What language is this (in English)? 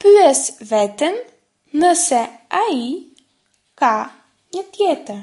Albanian